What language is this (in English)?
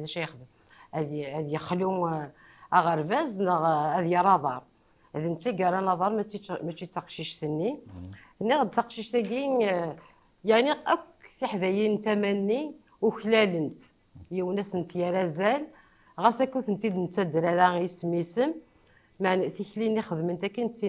Kabyle